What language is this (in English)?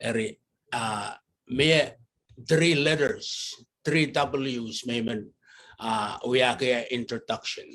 Pohnpeian